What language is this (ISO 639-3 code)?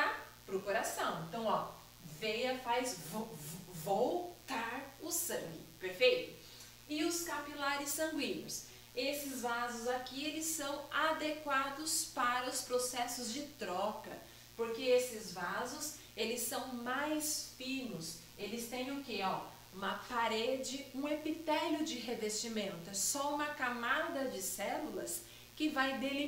por